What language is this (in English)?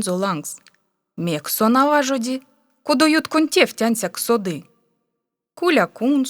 Erzya